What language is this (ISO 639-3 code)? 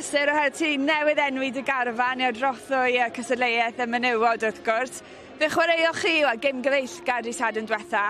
cym